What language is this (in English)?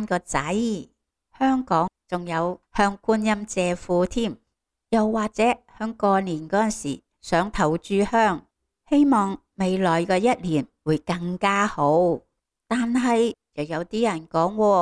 Cantonese